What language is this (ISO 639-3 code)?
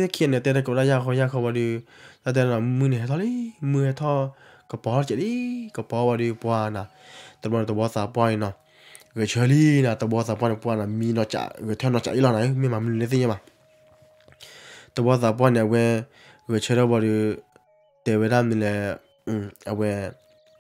ksw